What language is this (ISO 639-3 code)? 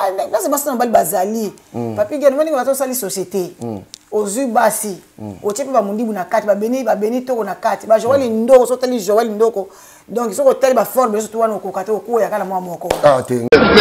lin